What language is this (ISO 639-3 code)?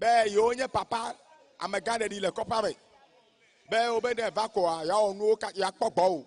ewe